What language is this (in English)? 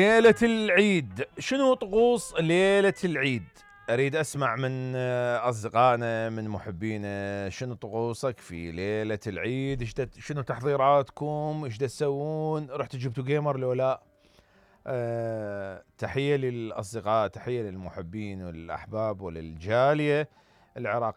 Mesopotamian Arabic